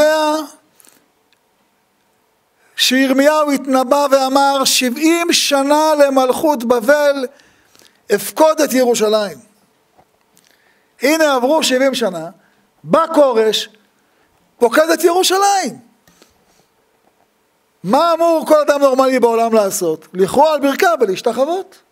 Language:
Hebrew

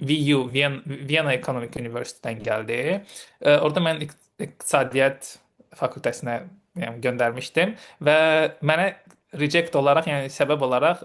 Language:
Azerbaijani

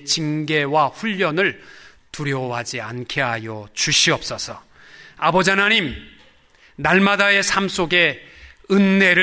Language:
Korean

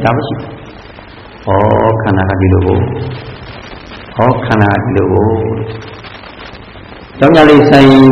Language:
Burmese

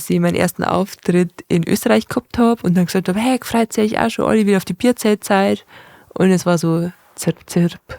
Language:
Bavarian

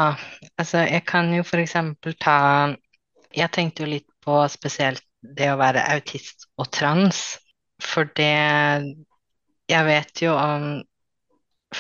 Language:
Norwegian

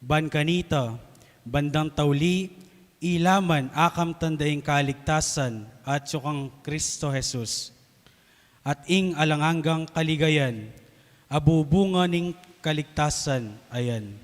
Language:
Pampanga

